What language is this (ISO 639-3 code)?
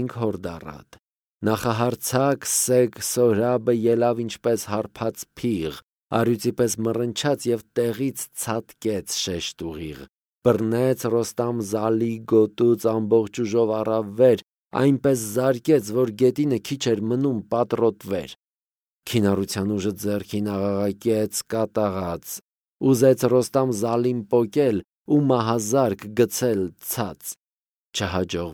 hye